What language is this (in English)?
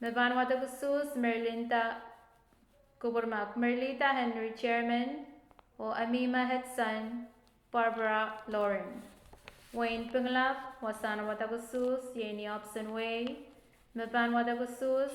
Pohnpeian